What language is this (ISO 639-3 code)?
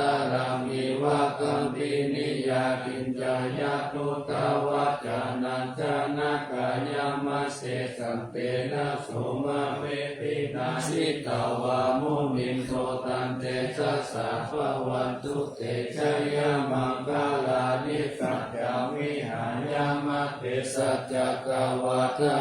pli